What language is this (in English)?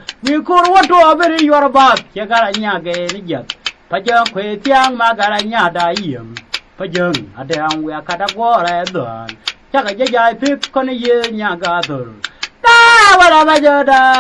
Nuer